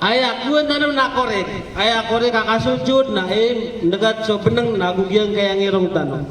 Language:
Maranao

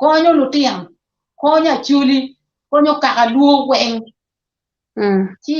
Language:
Acoli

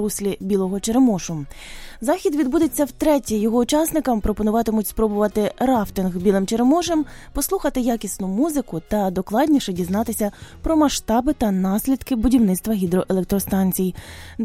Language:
Ukrainian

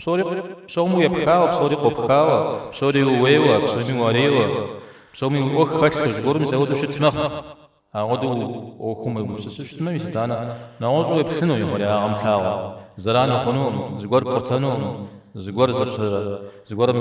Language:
Kabardian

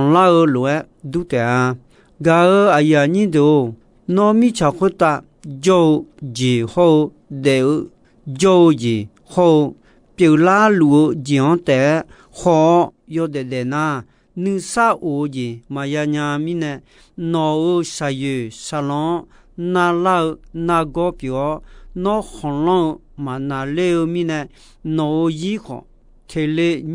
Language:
Akha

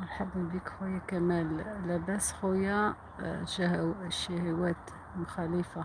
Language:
Algerian Arabic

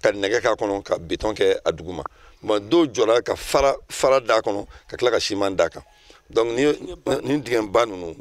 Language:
Bambara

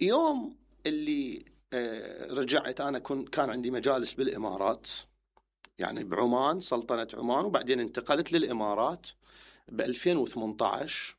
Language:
Mesopotamian Arabic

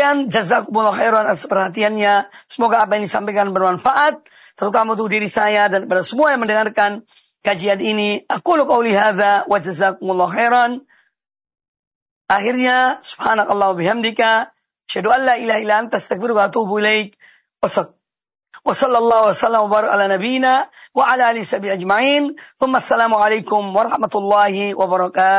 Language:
Indonesian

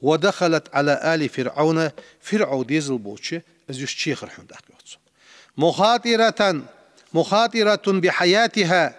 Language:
Ingush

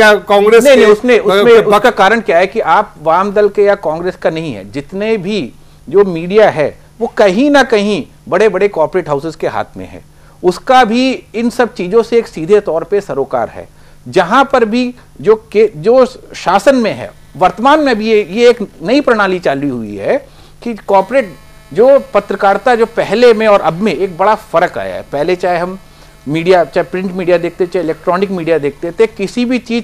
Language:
Hindi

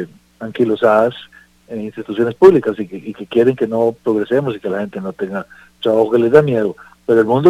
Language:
Spanish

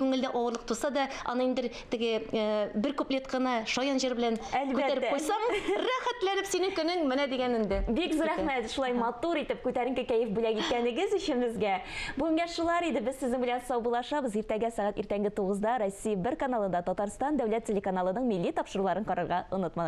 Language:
Tatar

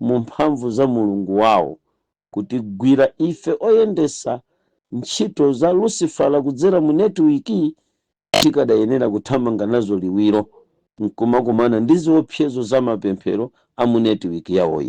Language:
Nyanja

